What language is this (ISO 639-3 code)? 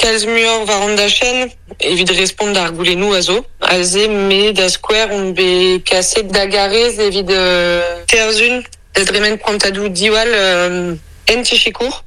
bre